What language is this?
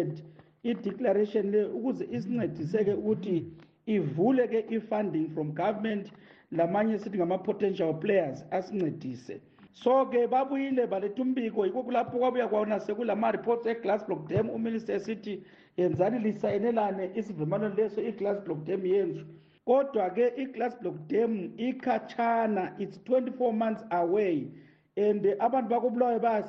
North Ndebele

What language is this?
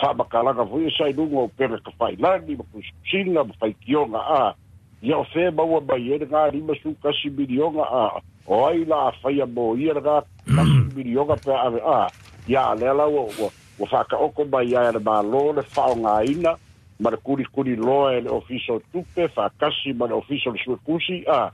Samoan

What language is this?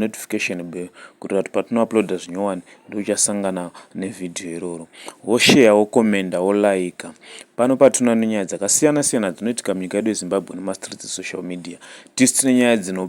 Shona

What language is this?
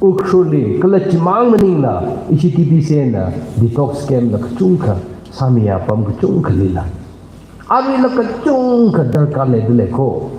Tangkhul Naga (India)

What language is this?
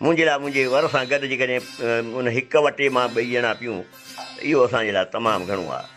Sindhi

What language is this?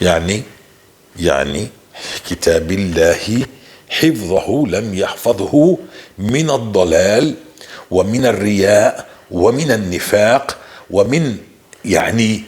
North Levantine Arabic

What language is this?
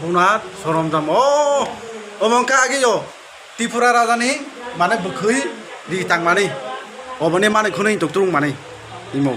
Kok Borok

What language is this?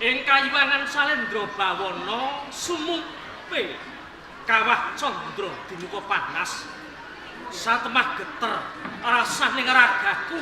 Javanese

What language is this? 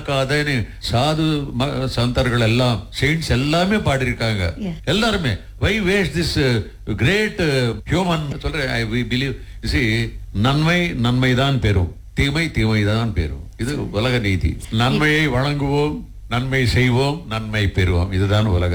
Tamil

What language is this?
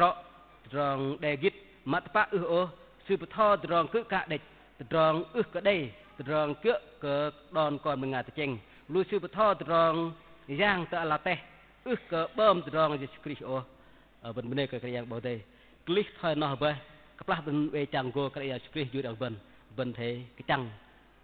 Bahnar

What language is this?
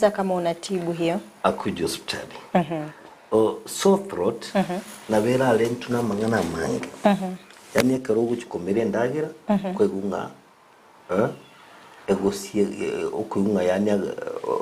Gusii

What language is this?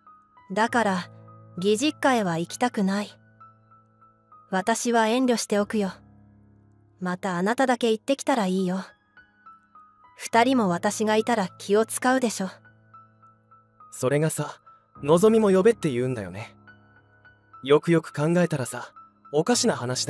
Japanese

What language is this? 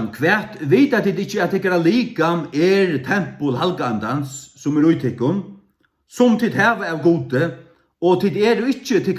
Faroese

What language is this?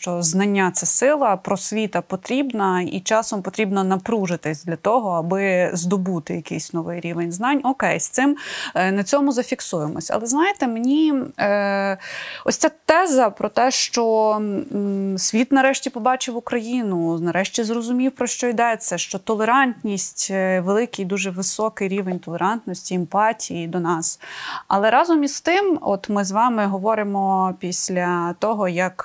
Ukrainian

